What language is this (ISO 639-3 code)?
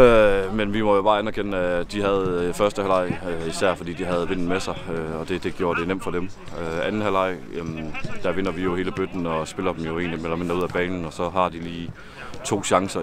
dan